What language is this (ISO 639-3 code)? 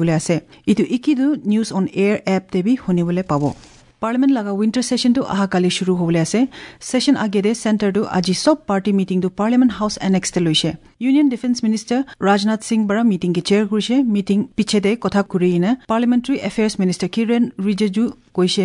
asm